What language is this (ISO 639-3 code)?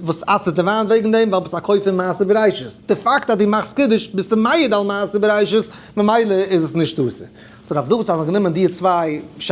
yid